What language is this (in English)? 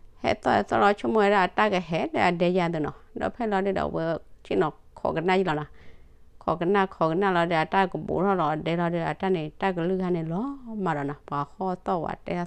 S'gaw Karen